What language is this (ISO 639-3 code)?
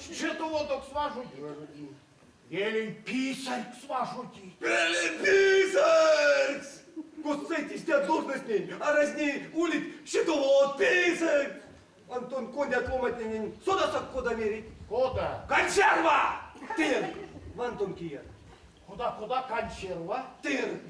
myv